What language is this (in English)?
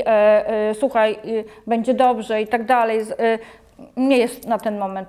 Polish